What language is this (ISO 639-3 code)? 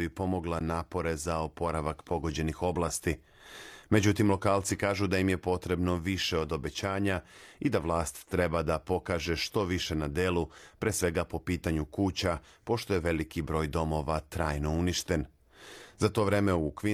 srp